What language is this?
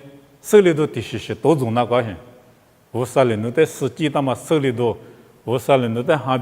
Lisu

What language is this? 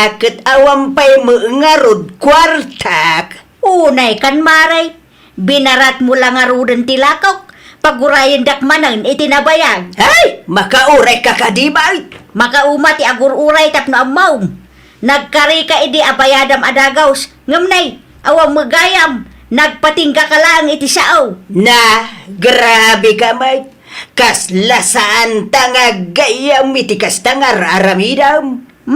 Iloko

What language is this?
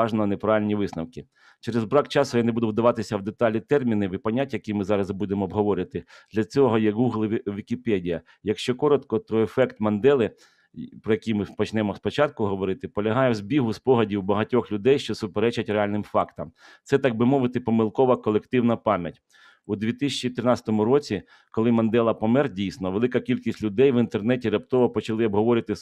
Ukrainian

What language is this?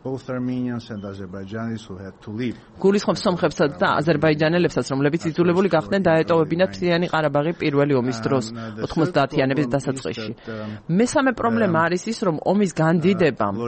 Georgian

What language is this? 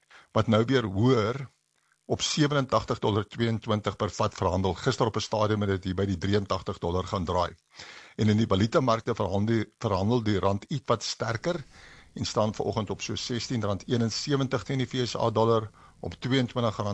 Afrikaans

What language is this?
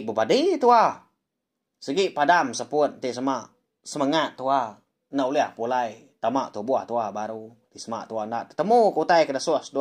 Iban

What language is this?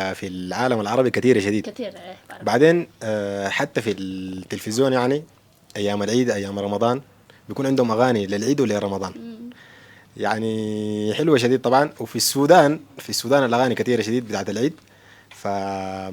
Sudanese Arabic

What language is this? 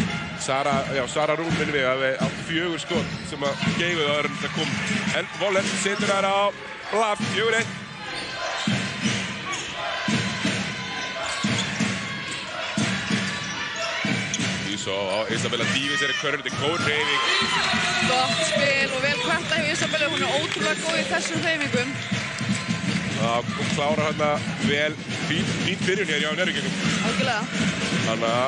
Icelandic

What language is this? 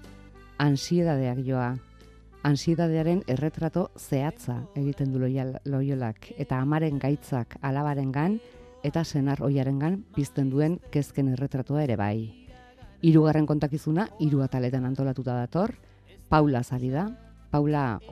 Basque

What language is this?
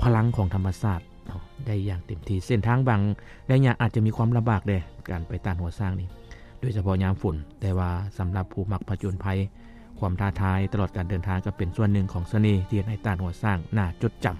Lao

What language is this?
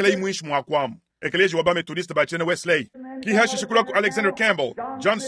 Luba-Lulua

